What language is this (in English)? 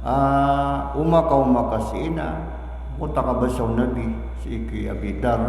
Maranao